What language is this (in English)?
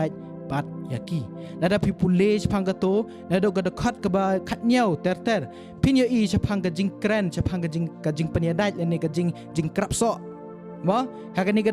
Khasi